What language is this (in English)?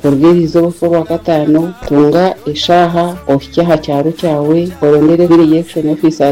Nyoro